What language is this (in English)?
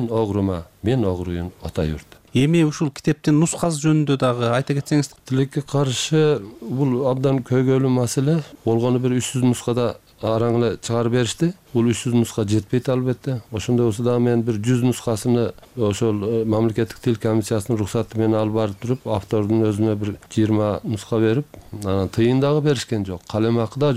Kyrgyz